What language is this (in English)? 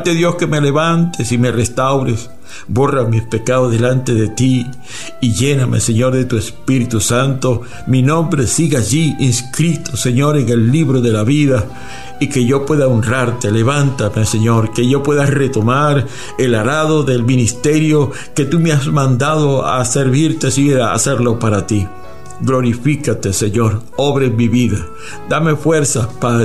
Spanish